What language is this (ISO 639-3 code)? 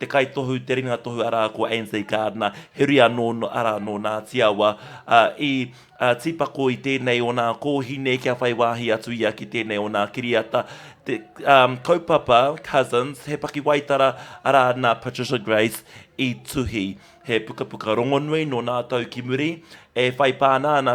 mri